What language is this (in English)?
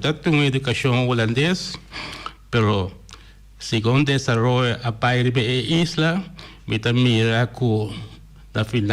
Papiamento